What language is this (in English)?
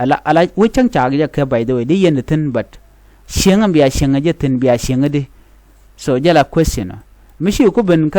Nuer